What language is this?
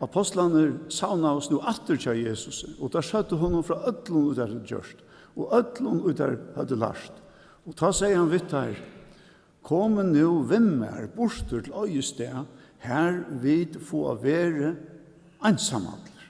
Faroese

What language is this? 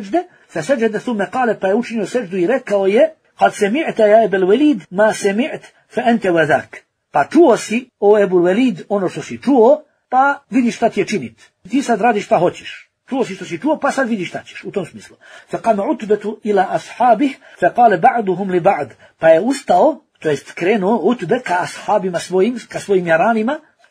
Bosnian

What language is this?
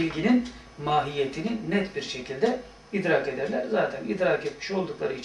Turkish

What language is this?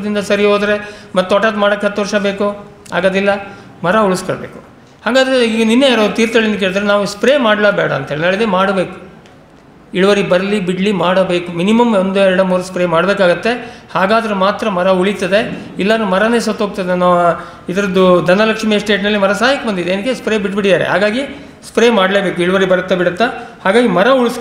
Kannada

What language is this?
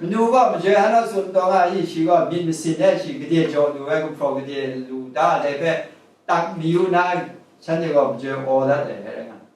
Kachin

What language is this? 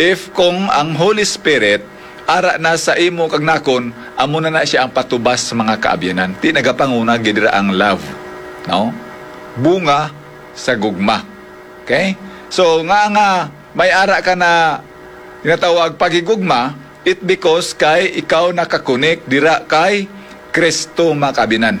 Hiligaynon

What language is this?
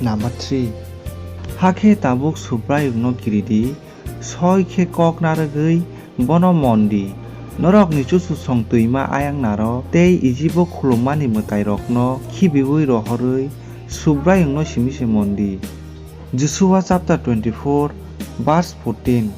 Kok Borok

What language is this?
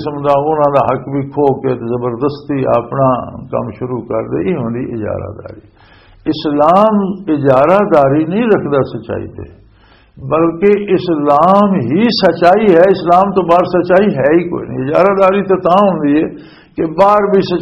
Western Panjabi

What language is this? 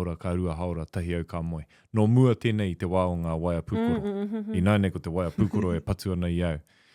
Māori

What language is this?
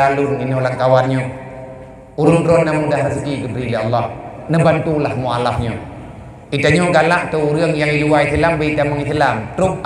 Achinese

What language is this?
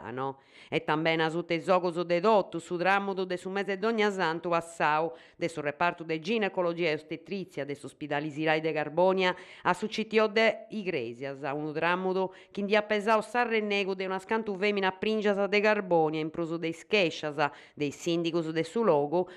Sardinian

